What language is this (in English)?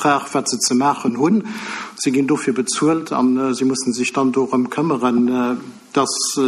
Luxembourgish